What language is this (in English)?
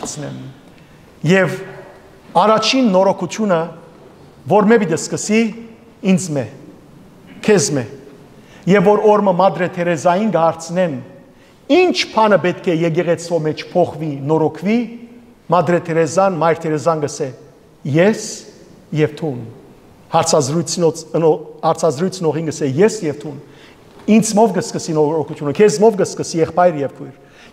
Western Armenian